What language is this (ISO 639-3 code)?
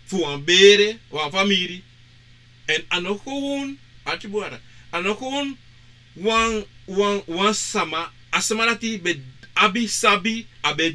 srn